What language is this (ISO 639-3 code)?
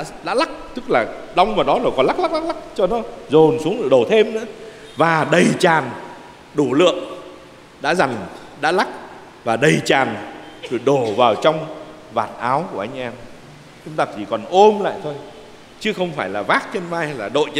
vie